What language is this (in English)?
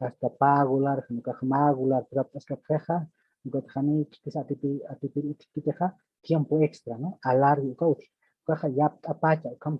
Aymara